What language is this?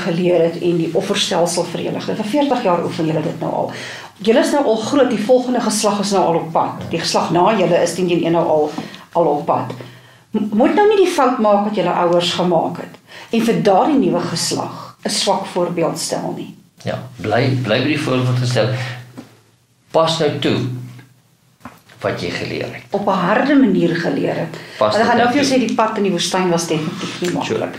Afrikaans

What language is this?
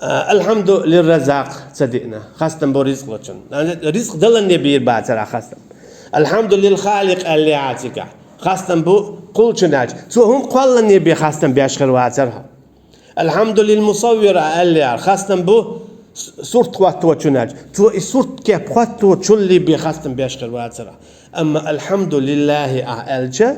Chechen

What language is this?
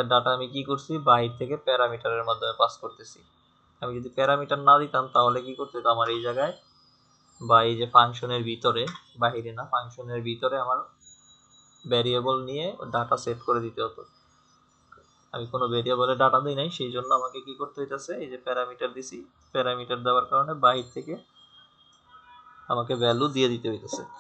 Bangla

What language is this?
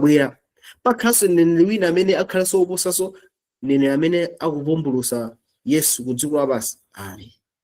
Nyanja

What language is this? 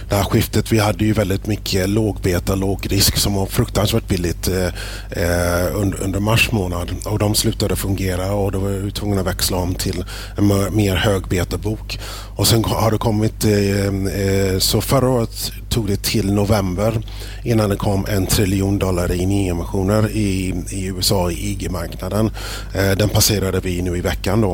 Swedish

